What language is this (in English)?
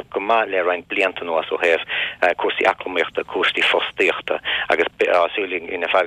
Irish